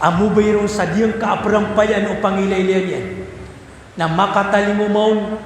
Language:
Maranao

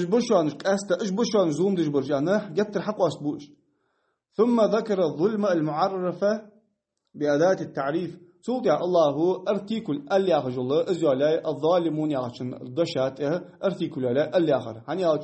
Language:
Ingush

